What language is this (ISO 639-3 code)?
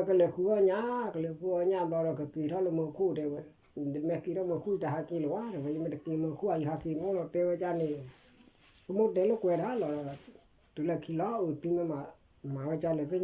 ksw